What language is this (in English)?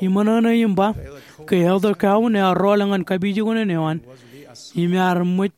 Marshallese